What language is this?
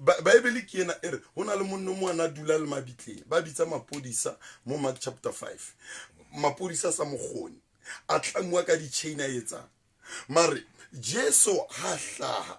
Southern Sotho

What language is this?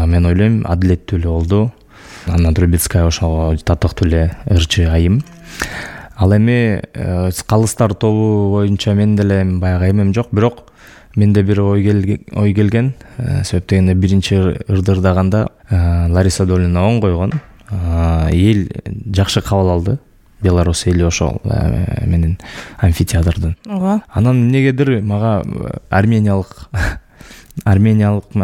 Kyrgyz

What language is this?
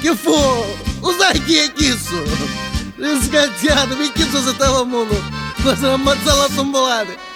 Neapolitan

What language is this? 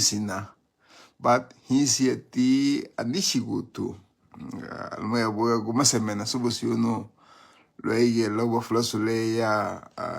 Garifuna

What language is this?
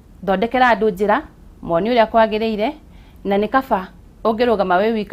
Kikuyu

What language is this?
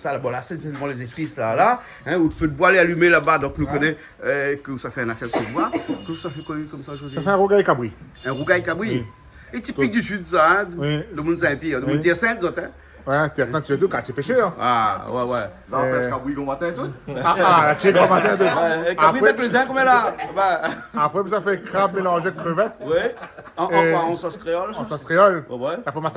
Réunion Creole French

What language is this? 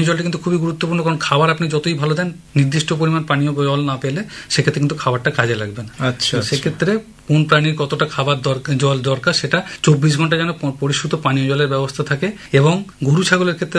Bangla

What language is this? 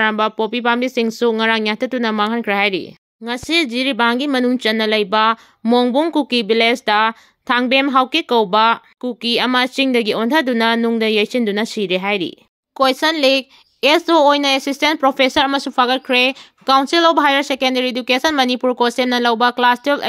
Manipuri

